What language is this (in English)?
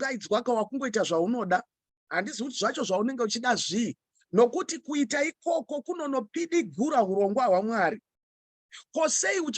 Shona